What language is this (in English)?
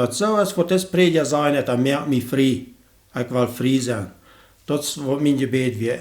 Plautdietsch